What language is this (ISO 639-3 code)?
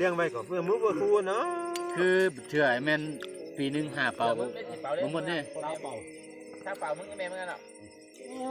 lao